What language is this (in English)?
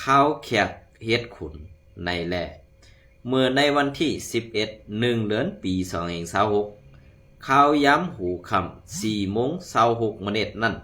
Shan